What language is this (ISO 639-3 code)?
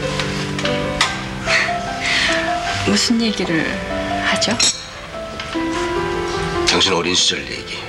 kor